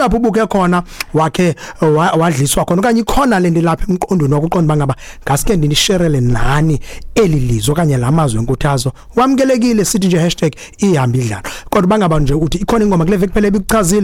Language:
Xhosa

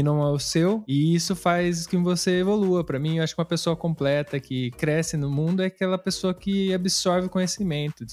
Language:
Portuguese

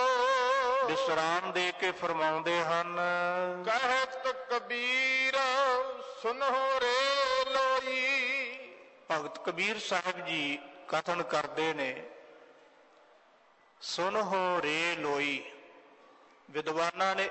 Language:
Punjabi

